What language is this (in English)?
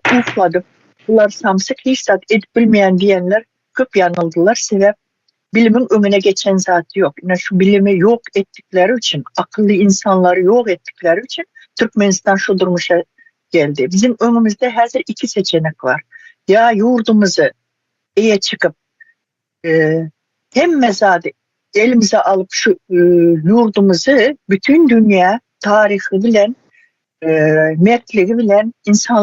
Turkmen